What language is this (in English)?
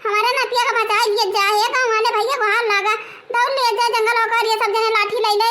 Awadhi